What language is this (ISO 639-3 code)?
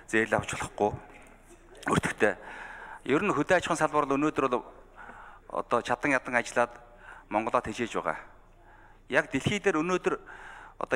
mon